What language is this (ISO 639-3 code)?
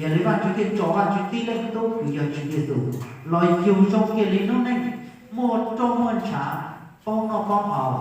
hmn